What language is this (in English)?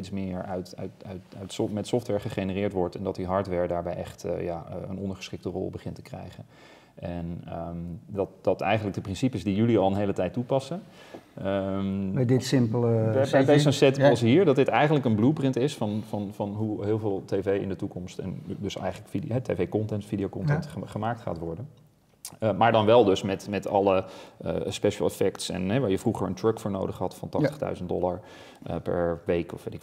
Dutch